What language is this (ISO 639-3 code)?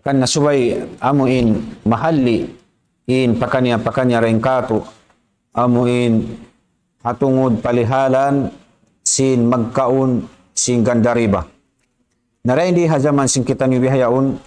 tsg